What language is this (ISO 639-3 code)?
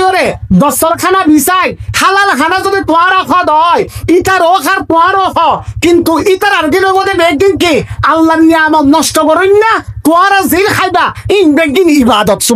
rhg